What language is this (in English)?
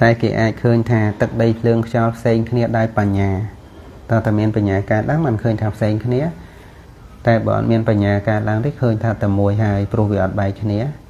Khmer